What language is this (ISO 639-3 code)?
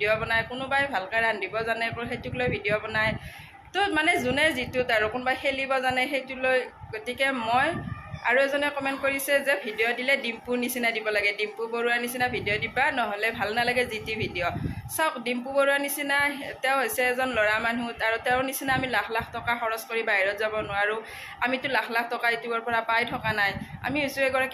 asm